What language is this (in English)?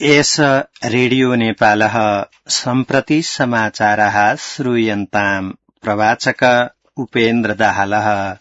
Sanskrit